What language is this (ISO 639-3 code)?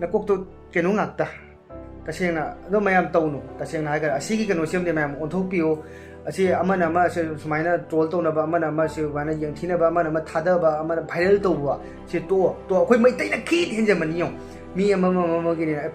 mni